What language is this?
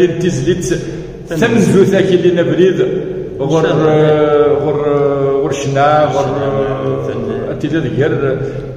Kabyle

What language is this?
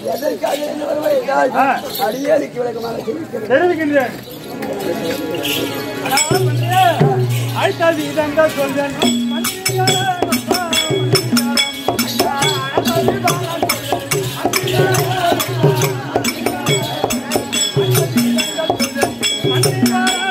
Tamil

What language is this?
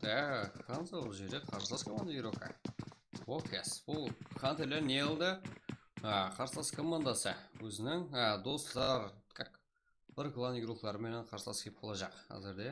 Kara-Kalpak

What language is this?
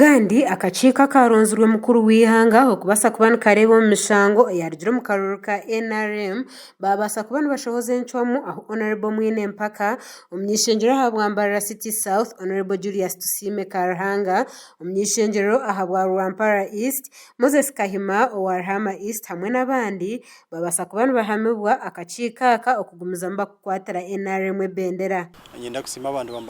Nyankole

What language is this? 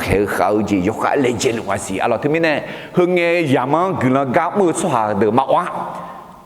Akha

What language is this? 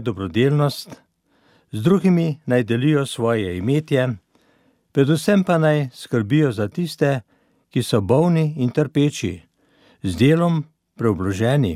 Slovenian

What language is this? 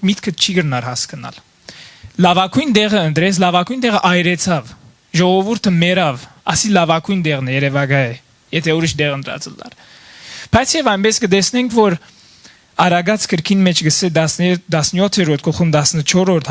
Western Armenian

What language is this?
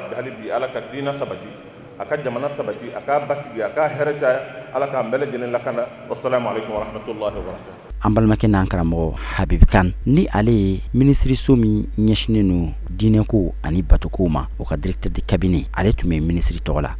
Bambara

